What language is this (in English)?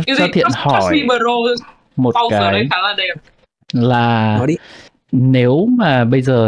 Vietnamese